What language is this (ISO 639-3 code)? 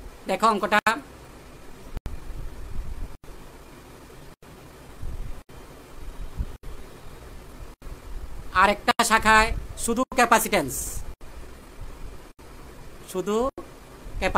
ben